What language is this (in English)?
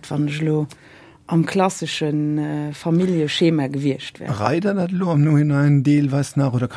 Luxembourgish